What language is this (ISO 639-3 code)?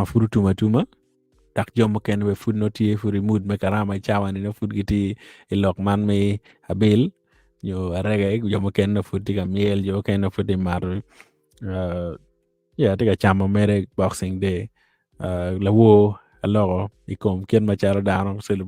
ach